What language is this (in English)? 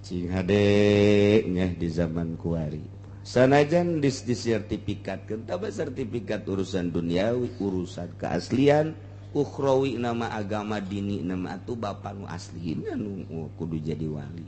Sundanese